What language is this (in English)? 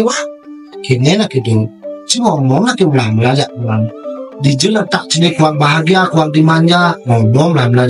Balinese